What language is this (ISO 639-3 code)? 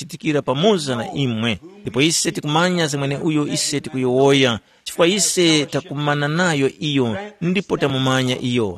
tum